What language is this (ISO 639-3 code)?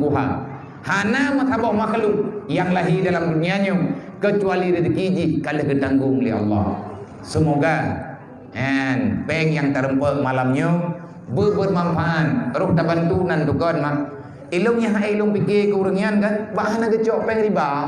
ace